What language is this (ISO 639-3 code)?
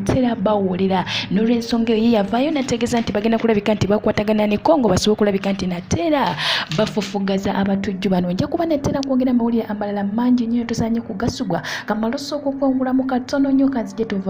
lug